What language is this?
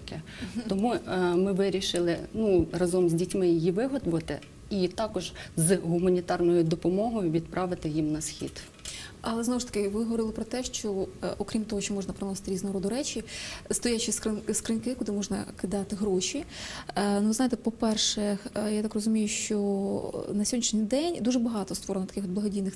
Ukrainian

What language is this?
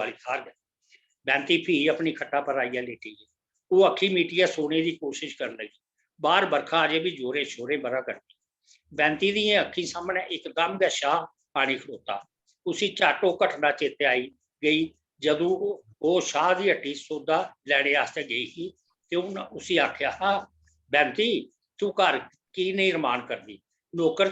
Dogri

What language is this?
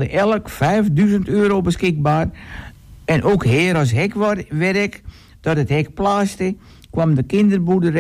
Dutch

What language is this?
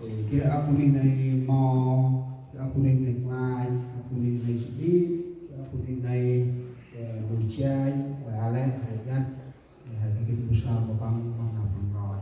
Central Mnong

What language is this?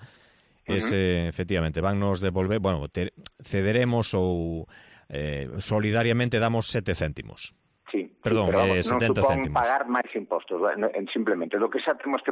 Galician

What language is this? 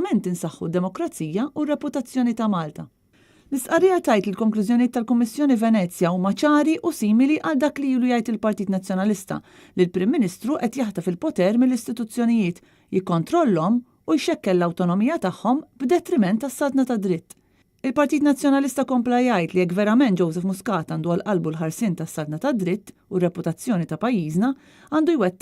Maltese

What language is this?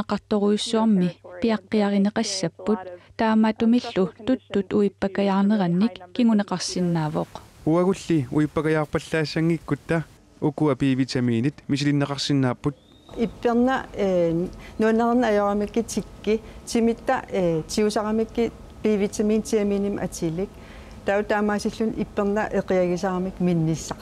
Kalaallisut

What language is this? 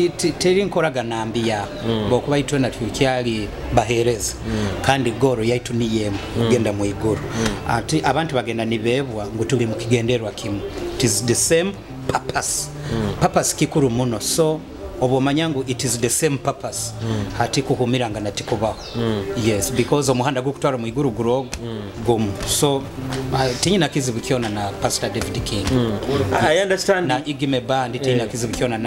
Nyoro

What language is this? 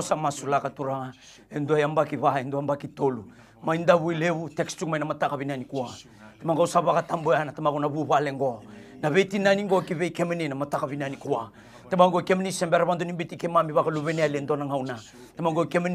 Fijian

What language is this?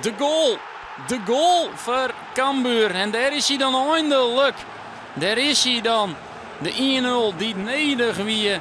Western Frisian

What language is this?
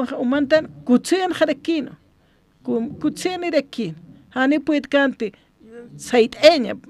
Aymara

